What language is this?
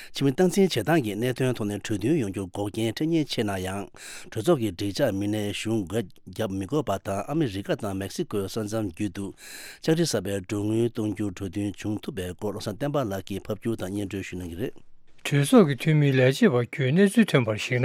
Tibetan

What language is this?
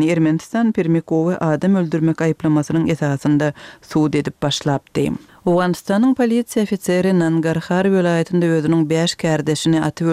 Turkmen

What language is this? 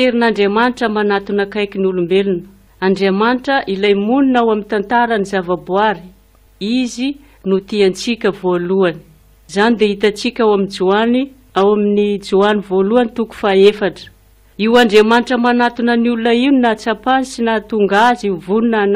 Malagasy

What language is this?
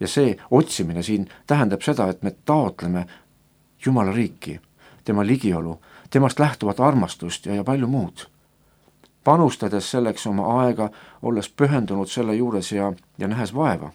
Estonian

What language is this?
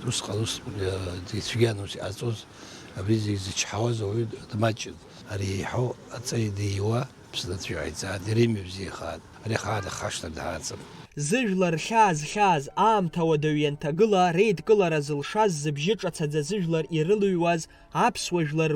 Abkhazian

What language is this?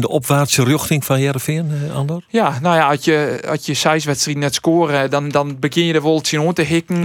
Western Frisian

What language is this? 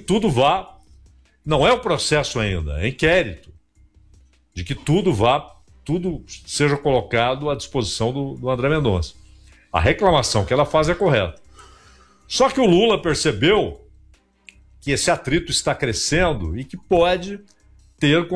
Portuguese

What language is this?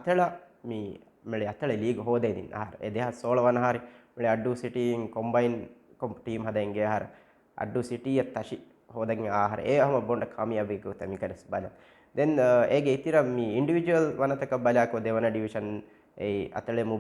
Divehi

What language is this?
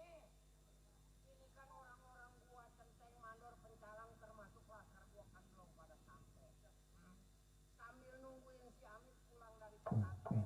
Betawi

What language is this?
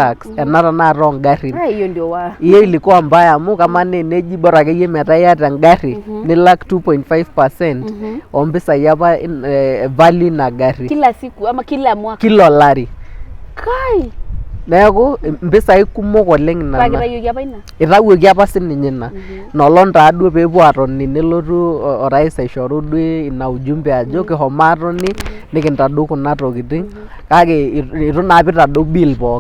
Masai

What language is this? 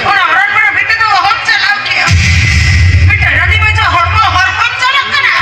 Santali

